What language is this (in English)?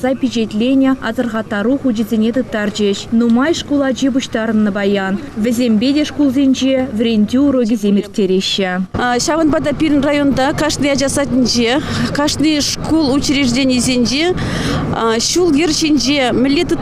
Chuvash